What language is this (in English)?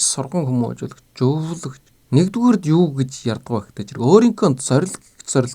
Mongolian